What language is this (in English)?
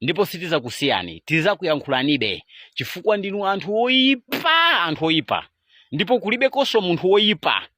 Nyanja